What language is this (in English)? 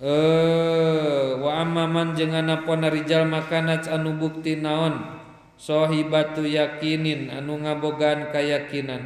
Sundanese